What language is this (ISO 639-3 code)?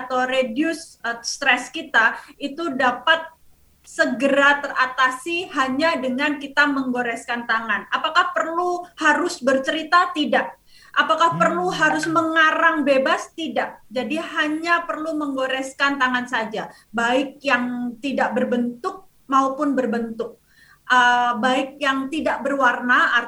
ind